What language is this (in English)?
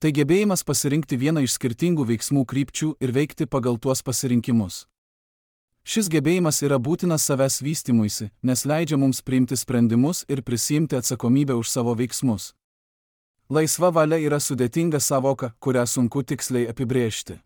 Lithuanian